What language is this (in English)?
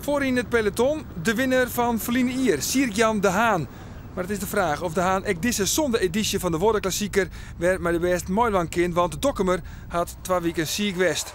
Western Frisian